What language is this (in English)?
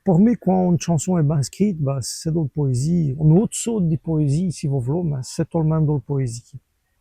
Walloon